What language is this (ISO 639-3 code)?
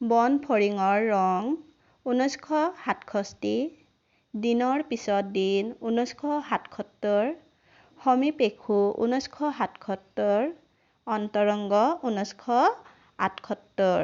asm